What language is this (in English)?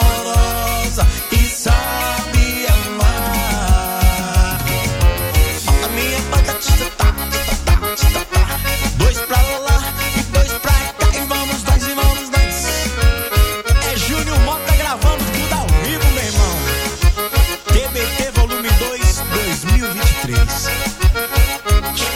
Portuguese